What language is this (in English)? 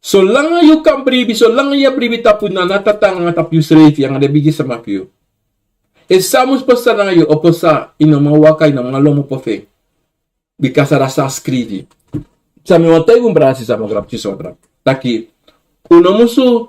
Sranan Tongo